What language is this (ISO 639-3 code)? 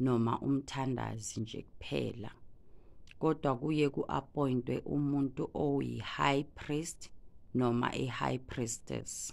zul